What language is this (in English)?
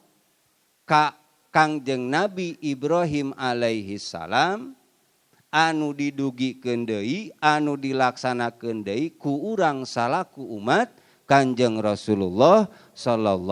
Sundanese